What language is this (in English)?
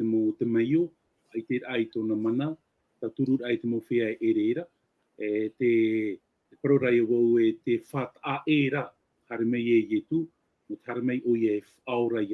Tahitian